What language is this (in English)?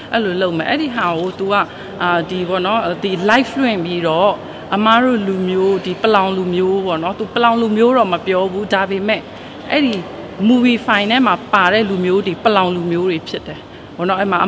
Burmese